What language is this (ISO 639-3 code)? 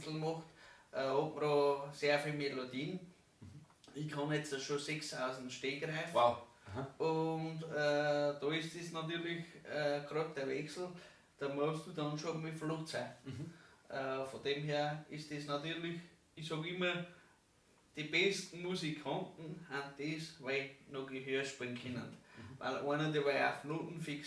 bar